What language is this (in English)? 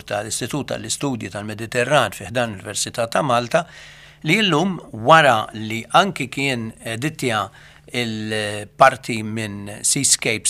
Maltese